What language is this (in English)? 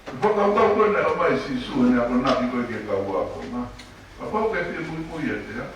Tongan